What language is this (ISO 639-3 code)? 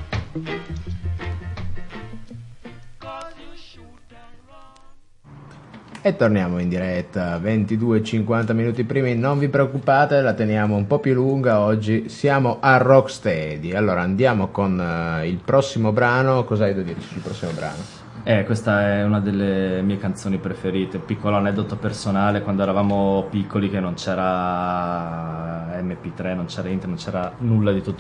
ita